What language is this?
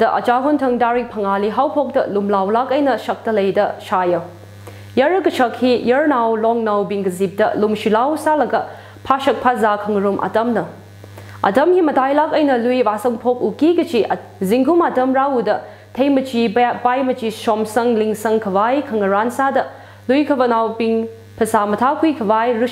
Tangkhul Naga (India)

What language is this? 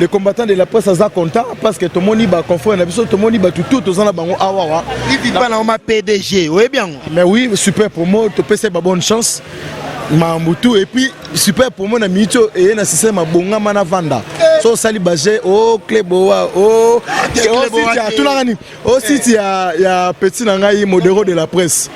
Lingala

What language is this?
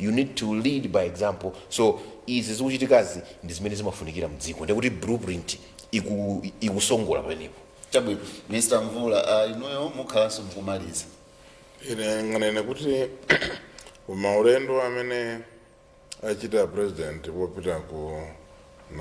Nyanja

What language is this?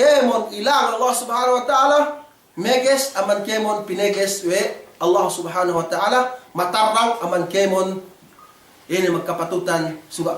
Yakan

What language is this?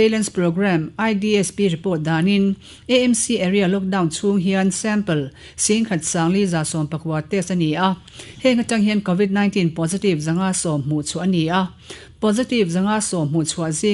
Mizo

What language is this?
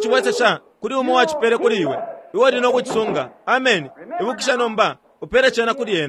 Bemba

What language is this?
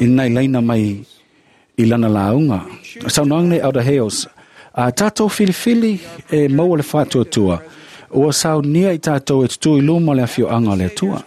Samoan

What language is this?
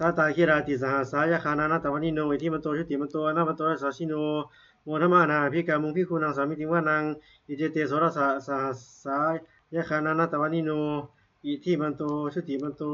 Pali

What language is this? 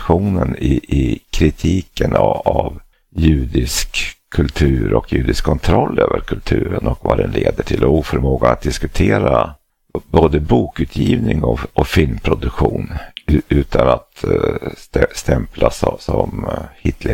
Swedish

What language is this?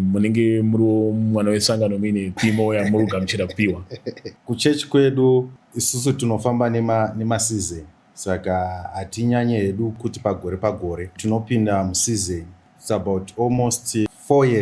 Shona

